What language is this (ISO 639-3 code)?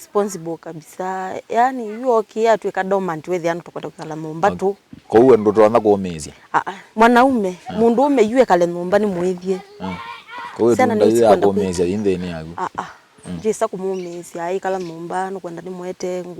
kam